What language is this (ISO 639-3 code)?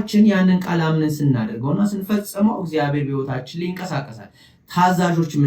amh